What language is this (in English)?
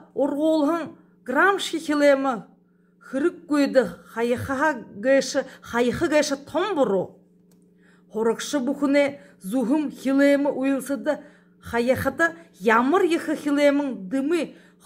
Buriat